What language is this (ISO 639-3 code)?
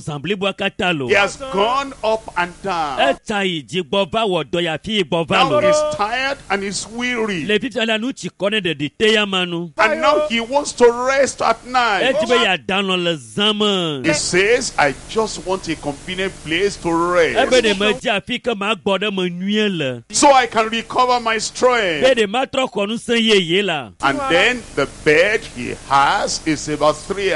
ewe